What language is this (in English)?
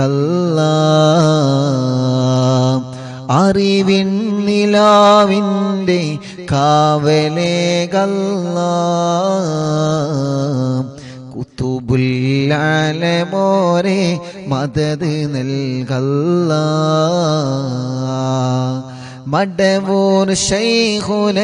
Malayalam